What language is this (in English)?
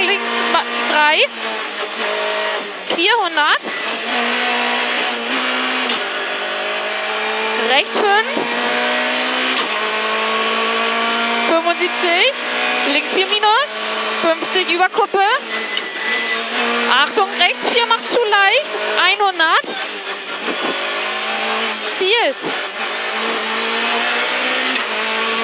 German